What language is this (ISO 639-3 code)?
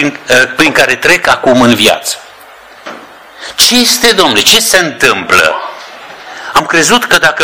ron